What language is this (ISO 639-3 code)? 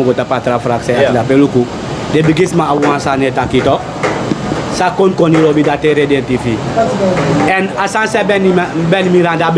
srn